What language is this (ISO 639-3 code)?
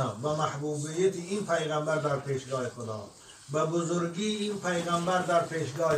tgk